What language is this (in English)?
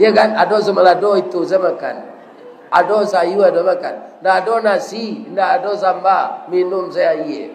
Minangkabau